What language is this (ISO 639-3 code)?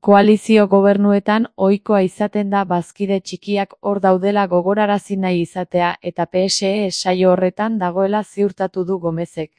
eus